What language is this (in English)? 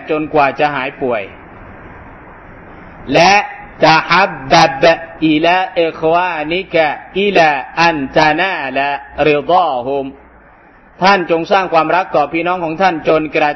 Thai